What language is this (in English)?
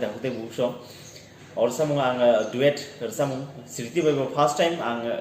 Kok Borok